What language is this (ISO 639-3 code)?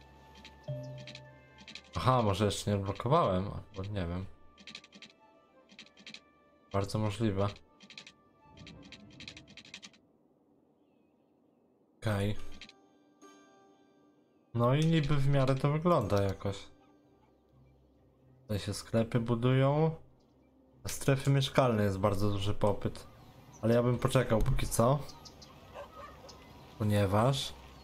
pol